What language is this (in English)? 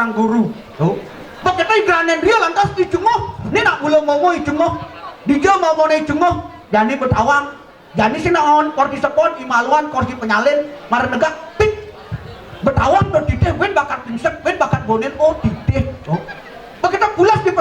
Balinese